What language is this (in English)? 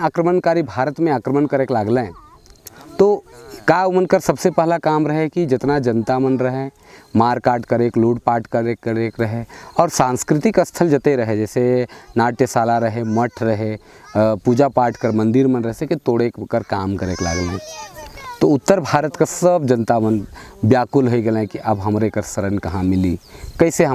Sadri